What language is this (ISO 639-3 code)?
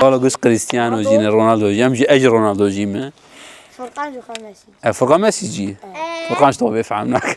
kur